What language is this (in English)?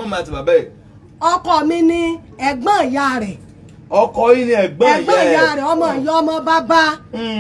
Yoruba